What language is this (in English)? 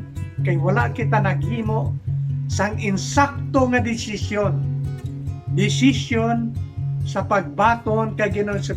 Hiligaynon